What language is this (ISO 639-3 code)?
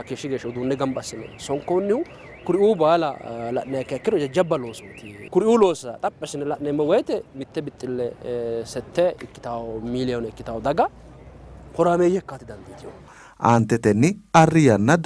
sid